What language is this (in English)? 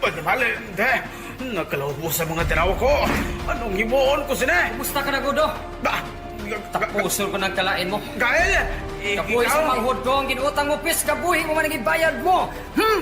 Hiligaynon